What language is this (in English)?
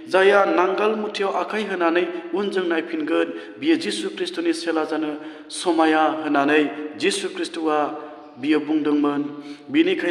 Bodo